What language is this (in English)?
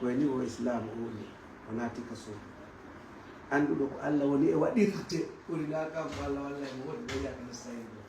Fula